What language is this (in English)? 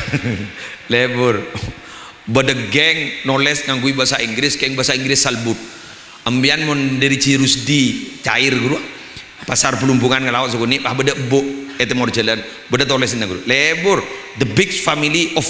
Madurese